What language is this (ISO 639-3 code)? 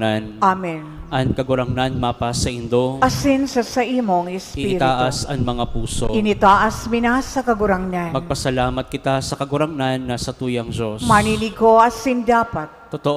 bik